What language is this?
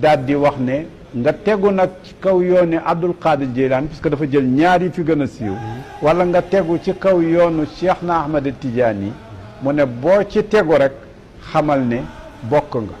Wolof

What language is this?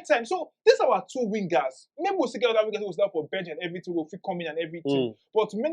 Nigerian Pidgin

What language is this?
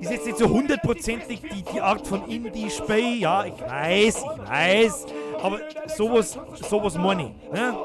Bavarian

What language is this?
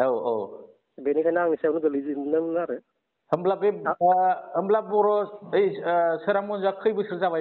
Bodo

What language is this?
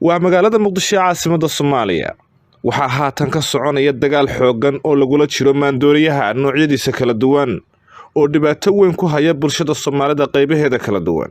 Somali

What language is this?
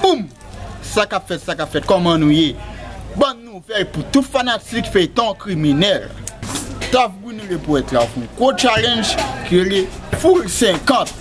Haitian Creole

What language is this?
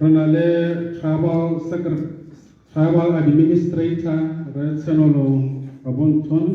Tswana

